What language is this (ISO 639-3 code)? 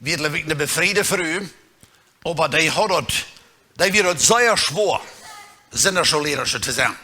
pdt